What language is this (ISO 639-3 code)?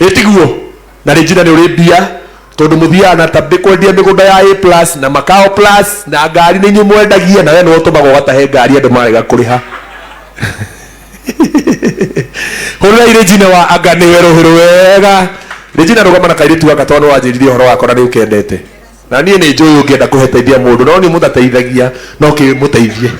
kik